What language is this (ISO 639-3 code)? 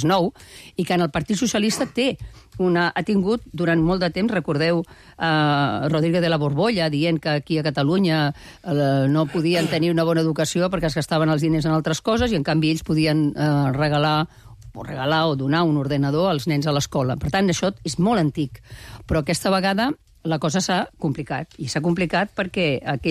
cat